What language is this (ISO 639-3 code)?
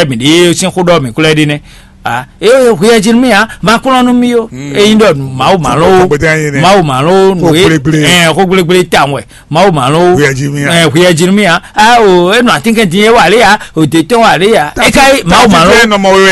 fon